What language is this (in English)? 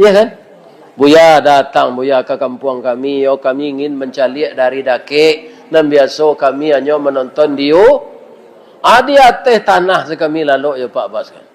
Minangkabau